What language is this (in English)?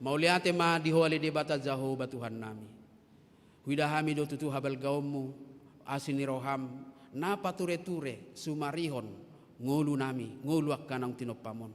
Batak Toba